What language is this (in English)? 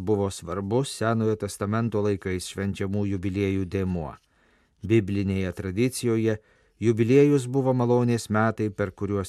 Lithuanian